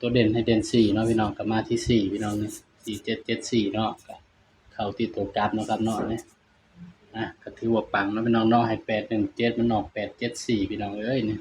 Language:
Northeastern Thai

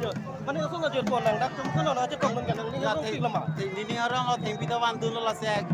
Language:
Karbi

